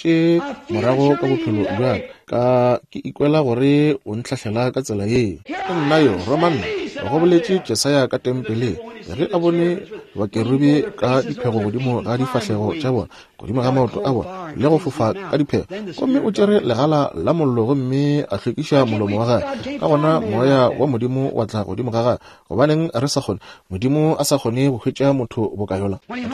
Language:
Northern Sotho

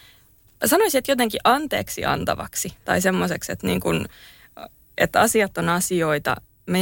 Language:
Finnish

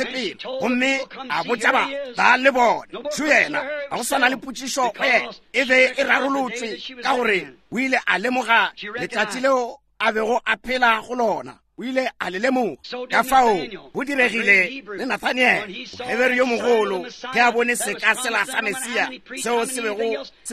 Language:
Northern Sotho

